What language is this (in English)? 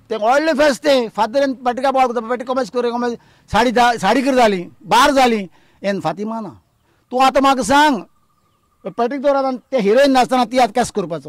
Konkani